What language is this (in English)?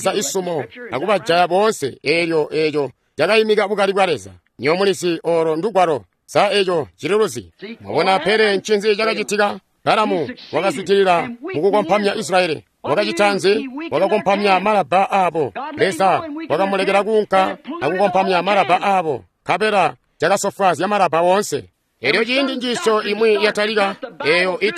Tonga (Zambia)